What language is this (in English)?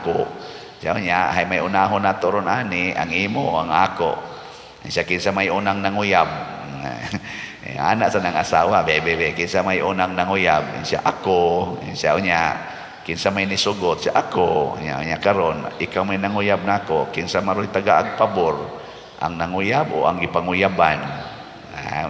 Cebuano